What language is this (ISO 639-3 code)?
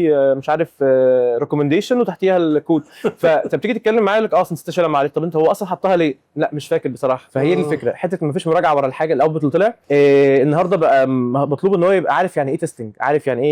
arz